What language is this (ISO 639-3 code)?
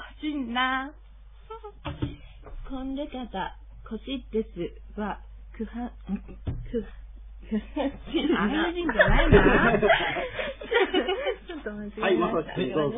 jpn